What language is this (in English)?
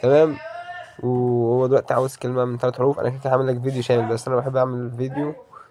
Egyptian Arabic